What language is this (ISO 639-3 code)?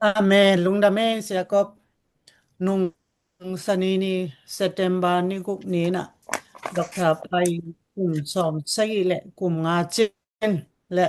ctd